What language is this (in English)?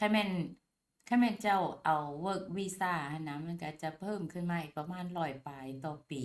Lao